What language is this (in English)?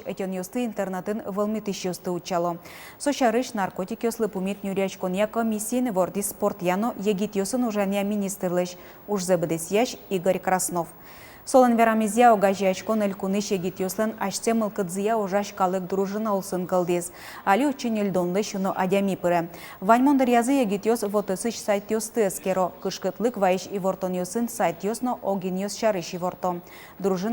Udmurt